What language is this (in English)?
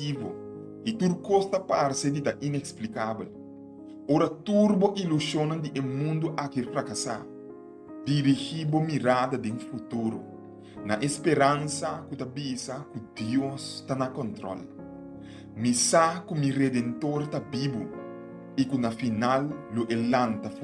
Papiamento